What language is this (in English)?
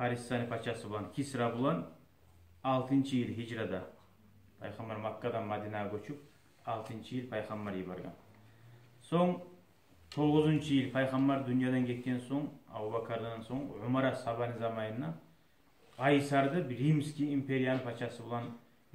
Kumyk